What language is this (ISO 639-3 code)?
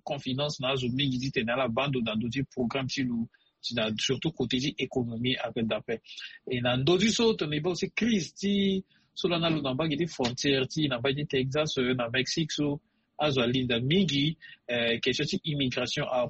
sag